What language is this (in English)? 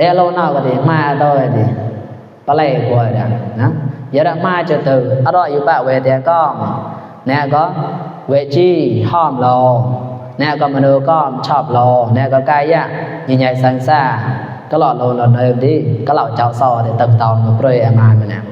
Mon